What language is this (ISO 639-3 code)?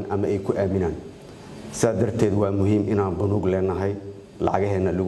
som